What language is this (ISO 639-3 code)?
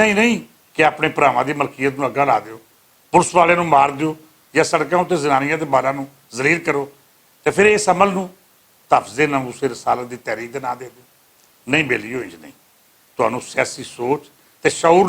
lah